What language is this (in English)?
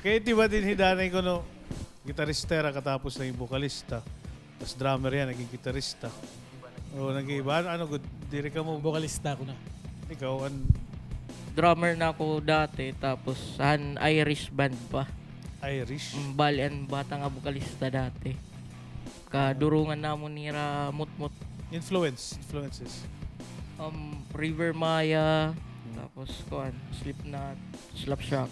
Waray